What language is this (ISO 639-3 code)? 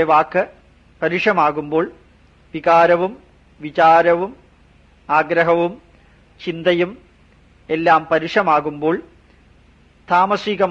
mal